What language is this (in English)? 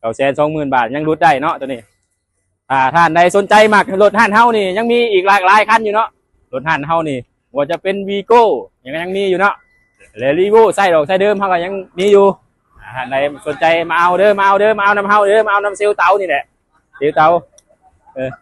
Lao